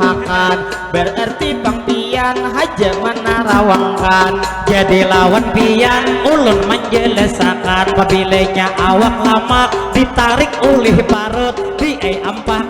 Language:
Banjar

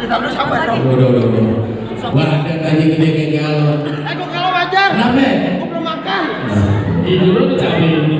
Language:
Betawi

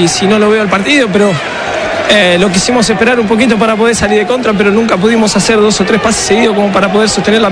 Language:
Spanish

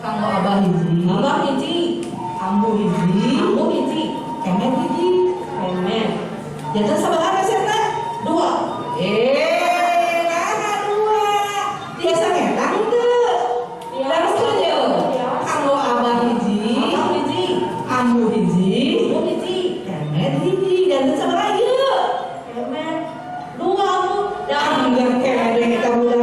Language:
Sundanese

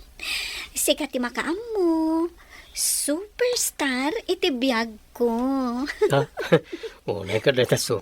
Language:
Iloko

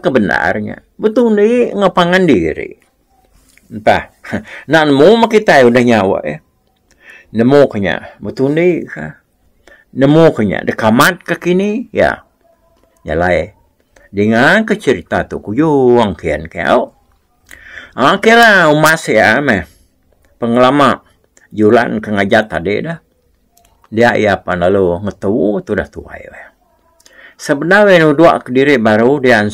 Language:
Iban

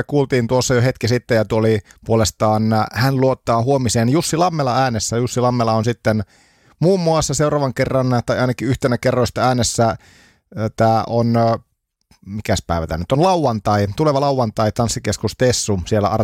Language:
Finnish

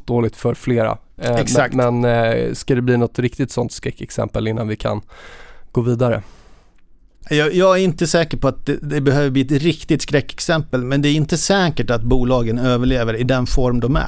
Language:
Swedish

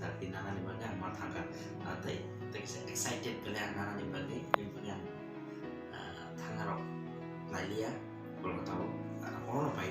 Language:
Kok Borok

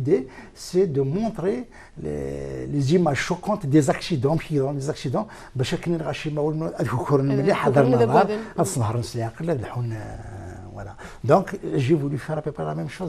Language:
Kabyle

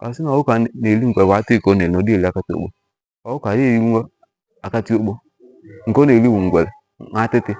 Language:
Igbo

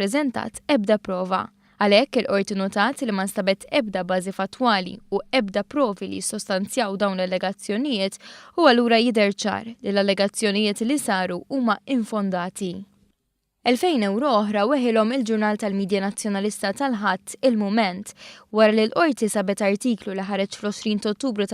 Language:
Maltese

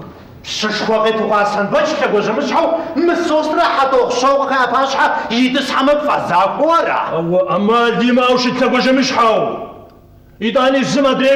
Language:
Kabardian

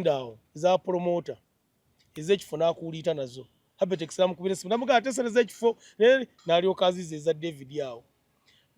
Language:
Ganda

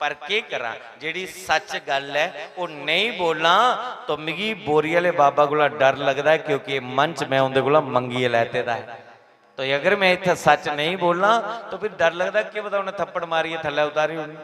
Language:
Dogri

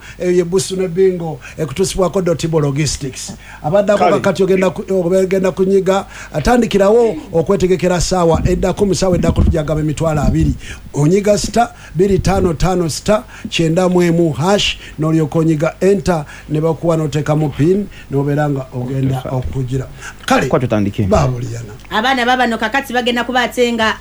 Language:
Ganda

